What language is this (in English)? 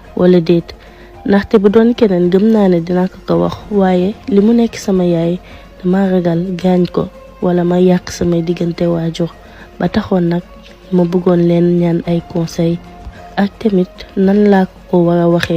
Wolof